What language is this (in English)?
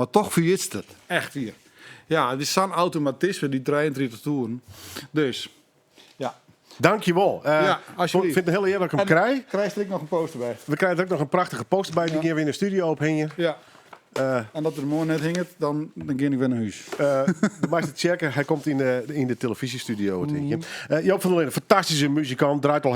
Western Frisian